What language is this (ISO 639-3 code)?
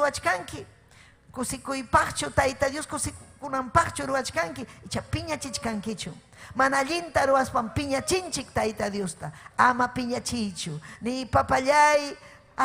quy